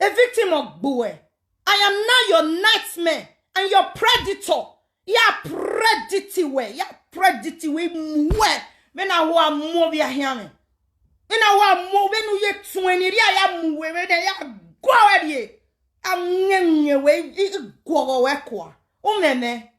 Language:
Nigerian Pidgin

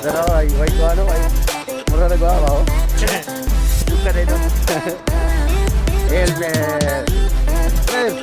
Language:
Cebuano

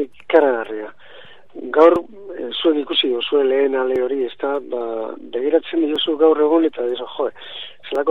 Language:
Basque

